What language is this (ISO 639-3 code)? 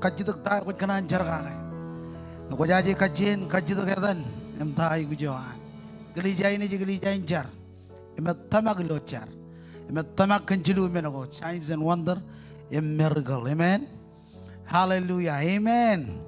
mah